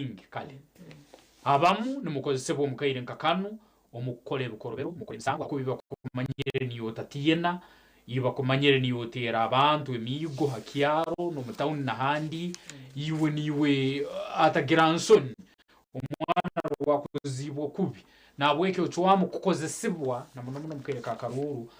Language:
Nyankole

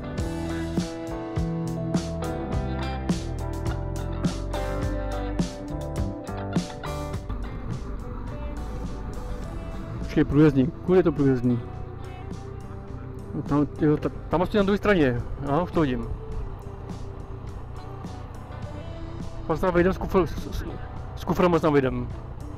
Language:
Czech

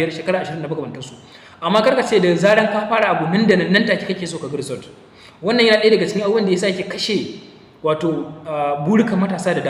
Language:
Hausa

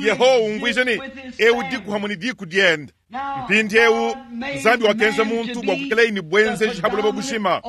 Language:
Luba-Lulua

